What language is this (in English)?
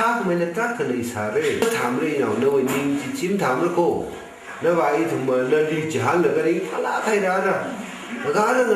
Tangkhul Naga (India)